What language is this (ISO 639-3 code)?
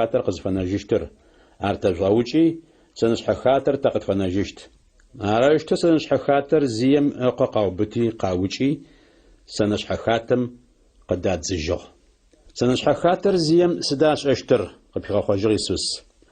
ady